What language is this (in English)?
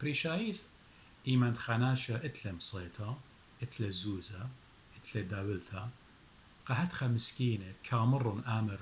Assyrian Neo-Aramaic